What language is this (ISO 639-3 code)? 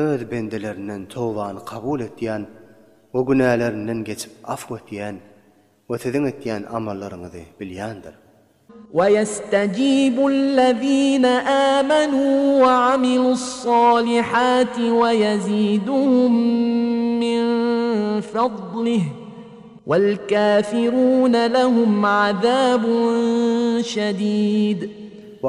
tuk